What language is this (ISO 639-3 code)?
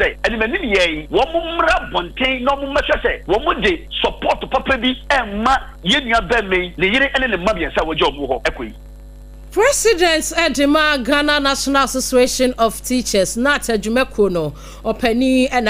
aka